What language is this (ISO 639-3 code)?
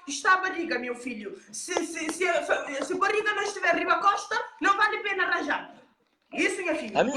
kea